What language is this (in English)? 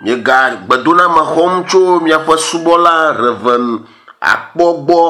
Ewe